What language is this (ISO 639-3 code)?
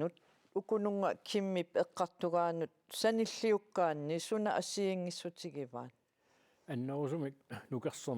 kal